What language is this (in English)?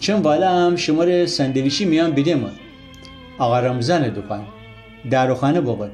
Gilaki